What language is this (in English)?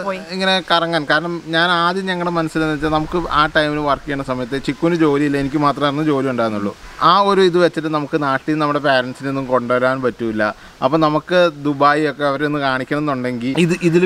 Malayalam